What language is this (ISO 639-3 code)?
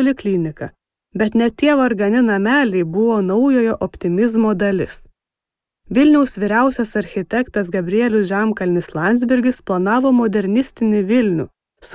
lit